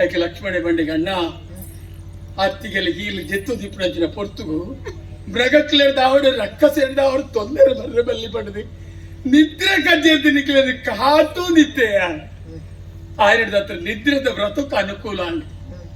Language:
Tulu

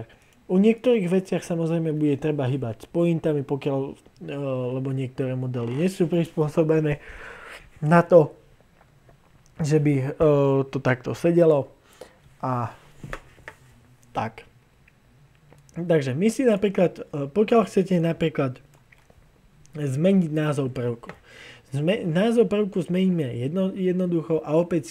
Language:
Slovak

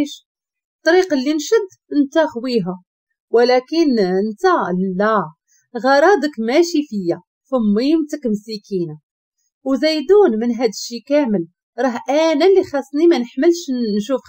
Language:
Moroccan Arabic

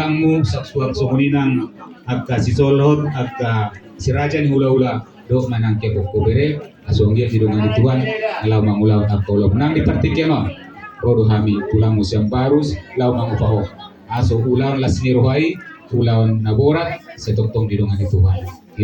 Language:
Batak Toba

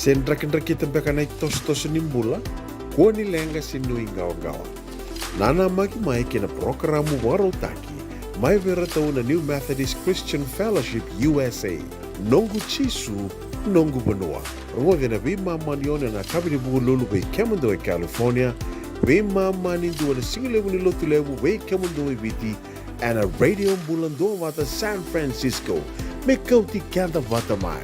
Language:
Fijian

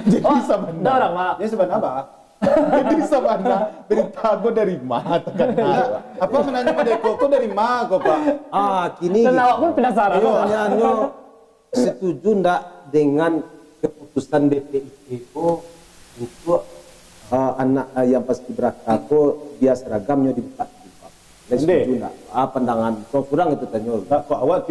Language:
Minangkabau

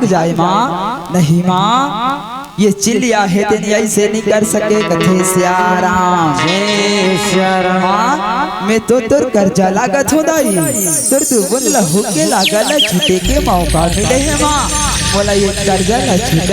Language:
Chhattisgarhi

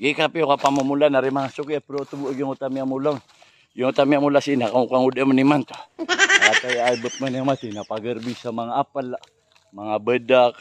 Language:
Maranao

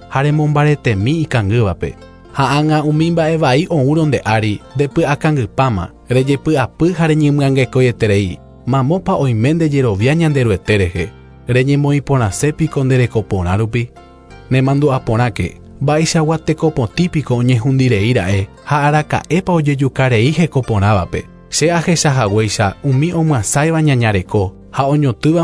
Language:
Guarani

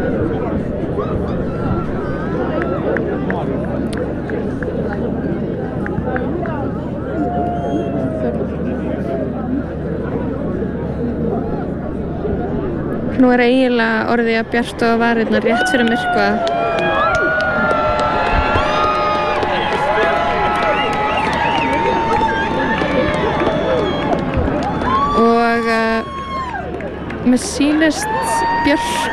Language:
Icelandic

